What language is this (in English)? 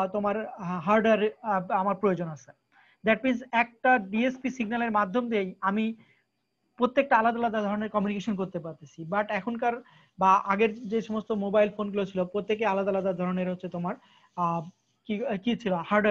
Bangla